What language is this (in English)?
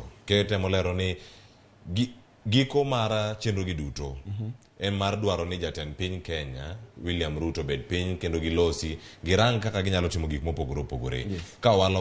Luo (Kenya and Tanzania)